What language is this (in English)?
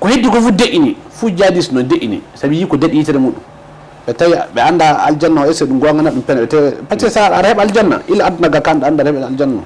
Fula